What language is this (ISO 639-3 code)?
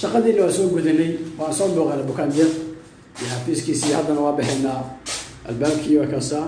som